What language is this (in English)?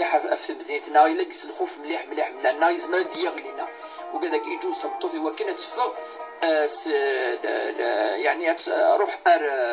Kabyle